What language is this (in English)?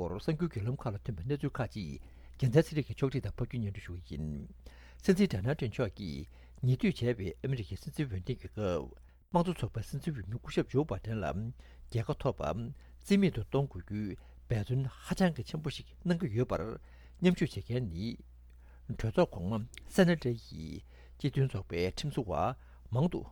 Tibetan